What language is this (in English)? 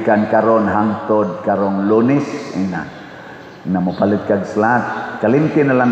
Cebuano